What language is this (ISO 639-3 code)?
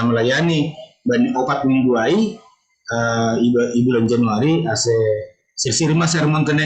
bts